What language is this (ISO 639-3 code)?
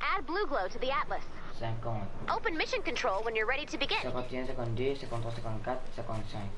mfe